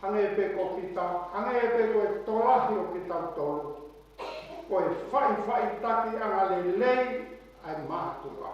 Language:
Tongan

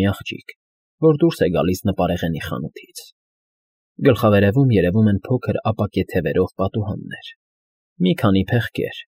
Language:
Armenian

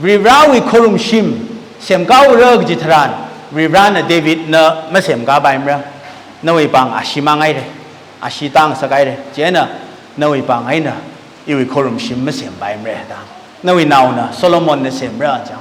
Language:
Tangkhul Naga (India)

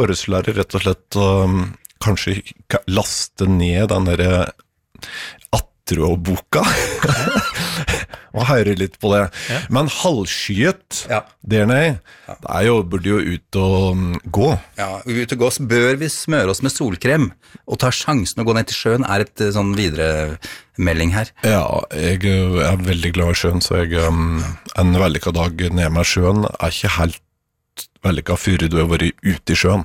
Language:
Norwegian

